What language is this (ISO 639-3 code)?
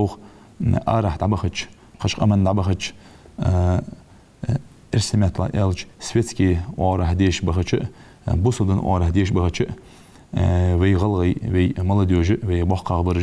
inh